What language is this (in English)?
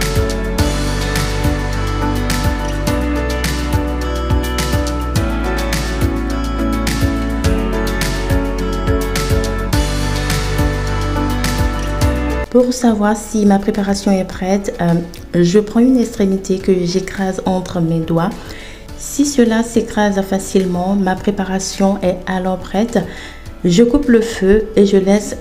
French